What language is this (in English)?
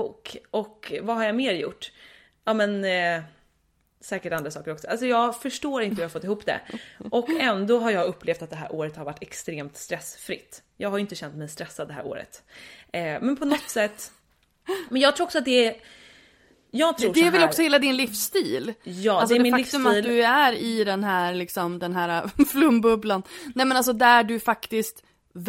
Swedish